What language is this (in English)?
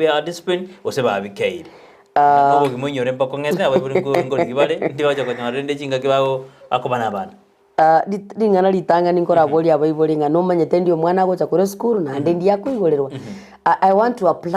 Gusii